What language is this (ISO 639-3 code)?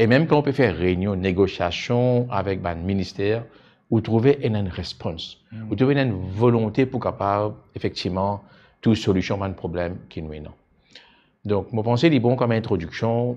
mfe